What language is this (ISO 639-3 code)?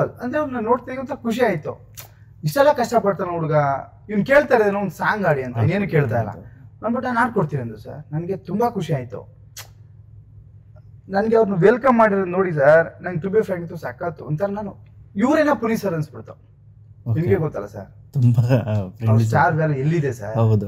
kan